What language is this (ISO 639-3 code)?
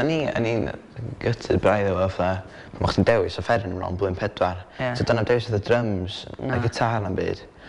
cym